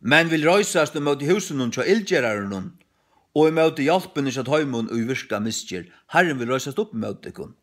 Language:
Faroese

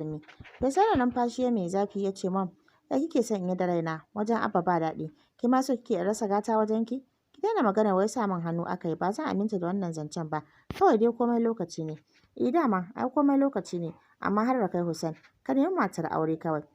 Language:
Hausa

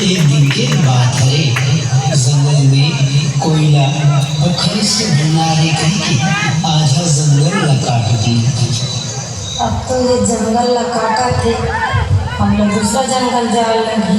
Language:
Chhattisgarhi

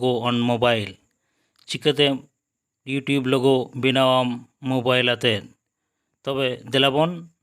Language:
Santali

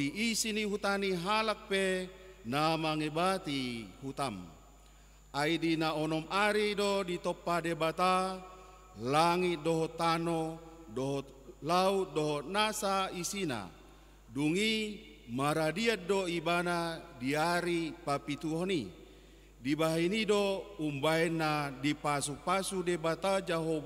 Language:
Batak Toba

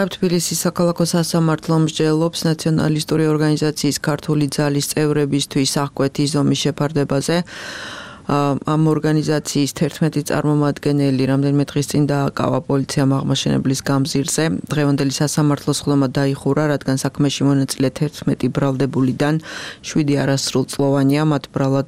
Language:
Georgian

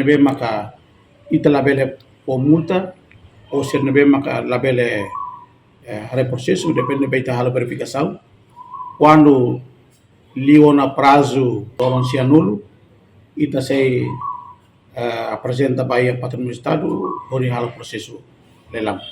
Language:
Tetum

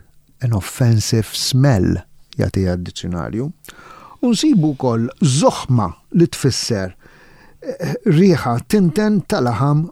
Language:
Maltese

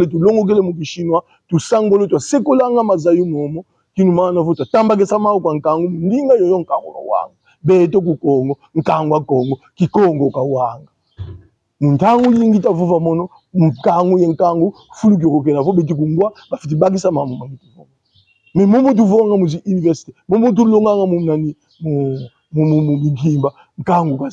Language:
Kongo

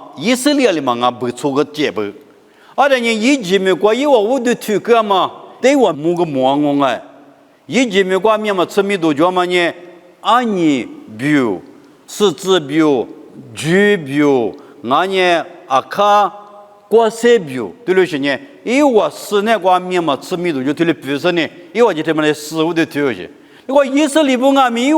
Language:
Lisu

